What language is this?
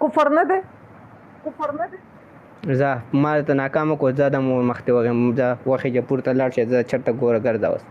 Pashto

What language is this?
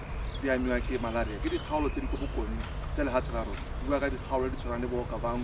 Tswana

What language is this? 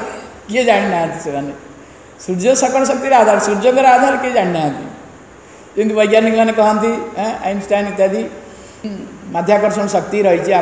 Odia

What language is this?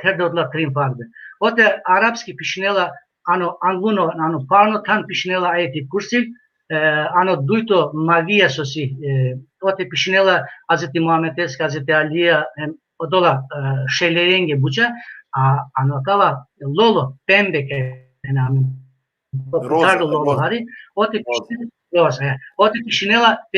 Balkan Romani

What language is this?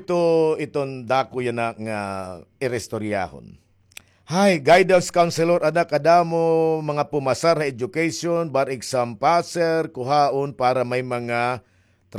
Waray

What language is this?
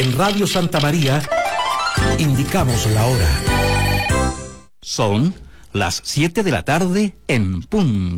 Spanish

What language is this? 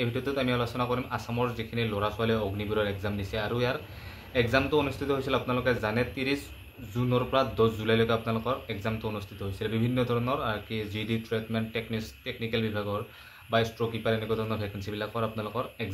Assamese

